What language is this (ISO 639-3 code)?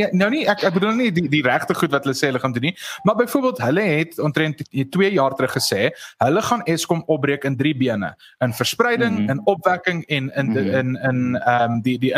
afr